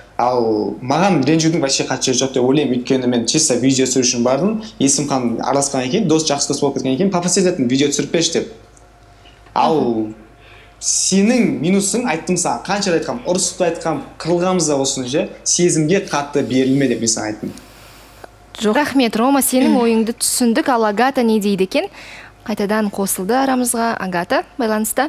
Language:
Kazakh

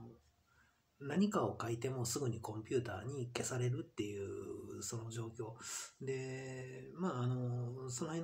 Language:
Japanese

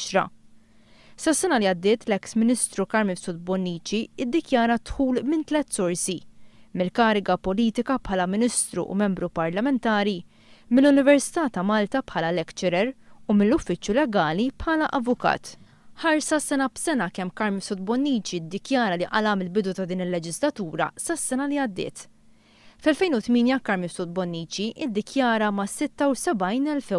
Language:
Maltese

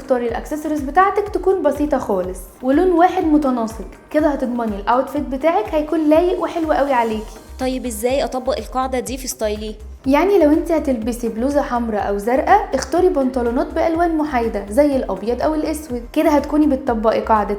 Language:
Egyptian Arabic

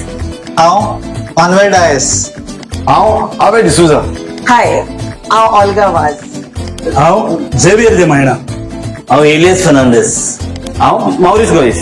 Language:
Konkani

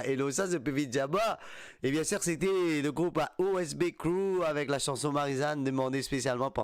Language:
Morisyen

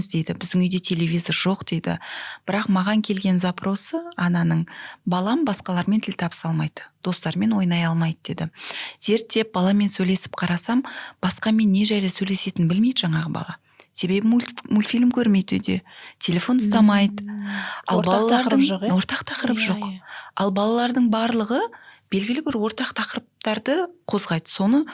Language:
Kazakh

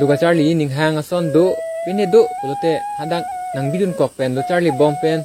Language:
Karbi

